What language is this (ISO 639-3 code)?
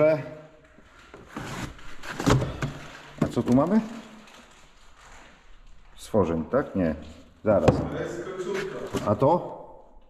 pol